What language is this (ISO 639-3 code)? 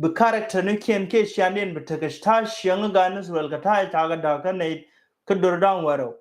nus